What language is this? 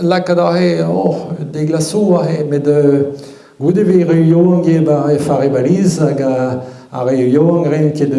Breton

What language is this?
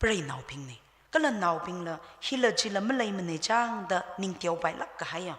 Tangkhul Naga (India)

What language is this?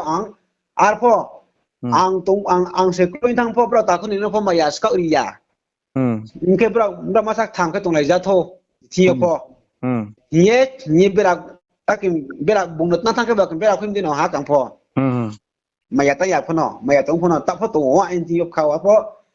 Riang (India)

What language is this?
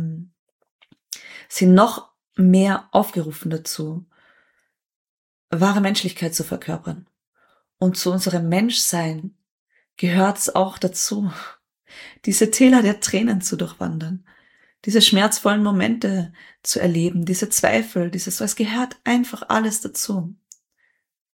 German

